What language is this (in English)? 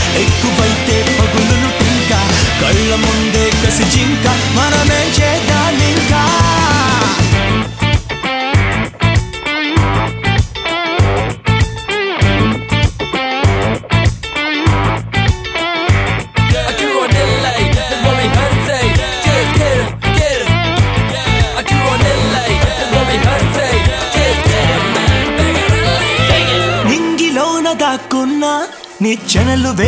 Telugu